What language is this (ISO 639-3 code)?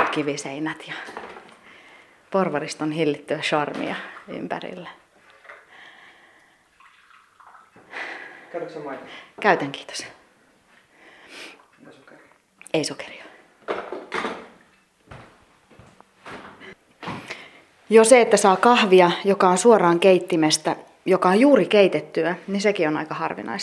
fin